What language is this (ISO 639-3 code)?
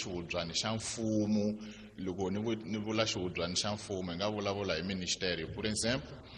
tso